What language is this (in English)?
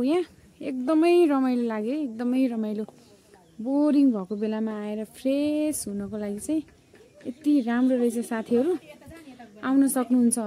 Nepali